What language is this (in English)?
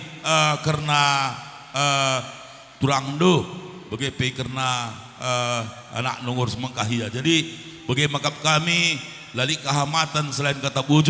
Batak Karo